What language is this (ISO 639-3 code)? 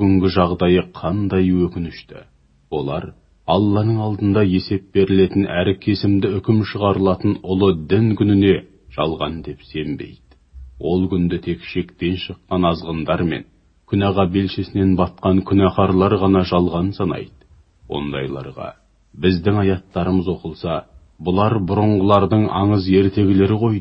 kaz